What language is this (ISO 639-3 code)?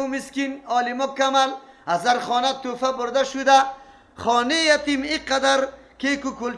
fas